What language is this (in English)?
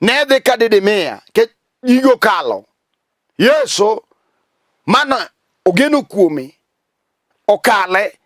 Luo (Kenya and Tanzania)